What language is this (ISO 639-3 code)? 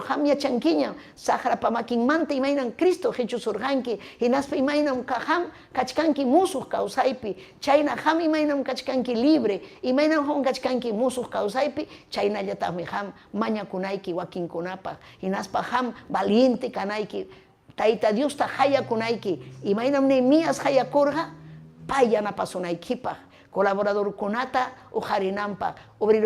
quy